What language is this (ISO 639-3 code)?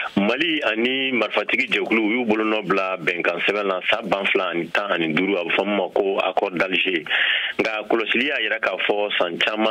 bam